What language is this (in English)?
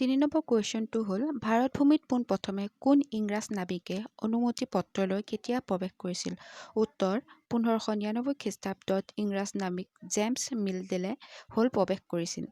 Assamese